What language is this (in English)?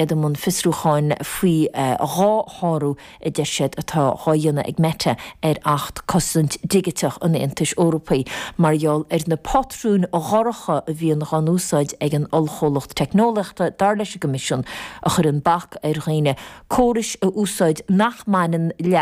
Irish